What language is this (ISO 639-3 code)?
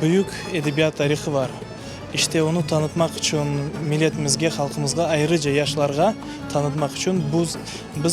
crh